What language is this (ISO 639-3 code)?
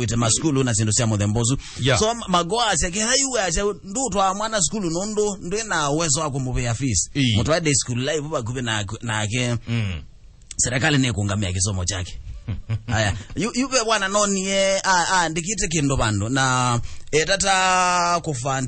kam